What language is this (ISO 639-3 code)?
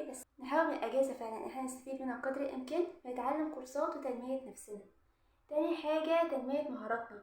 arz